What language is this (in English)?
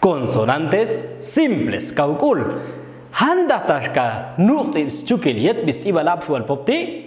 Popti'